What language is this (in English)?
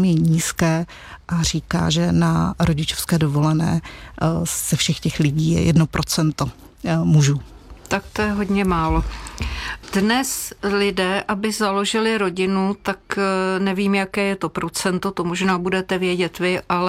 Czech